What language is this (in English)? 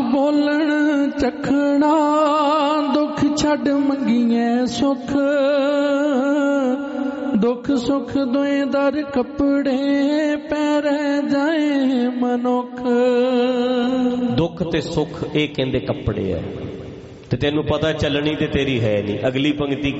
Punjabi